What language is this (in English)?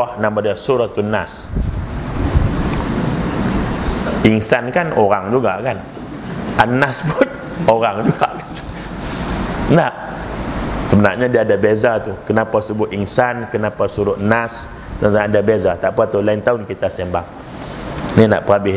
Malay